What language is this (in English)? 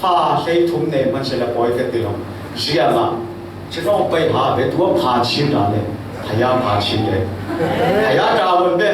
Falam Chin